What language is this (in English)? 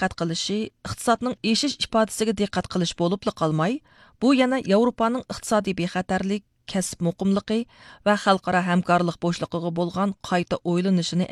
Uyghur